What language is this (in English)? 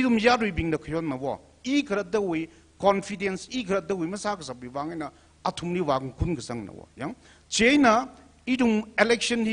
Tangkhul Naga (India)